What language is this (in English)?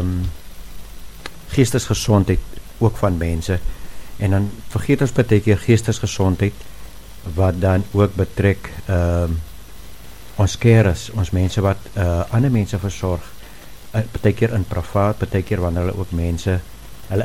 Afrikaans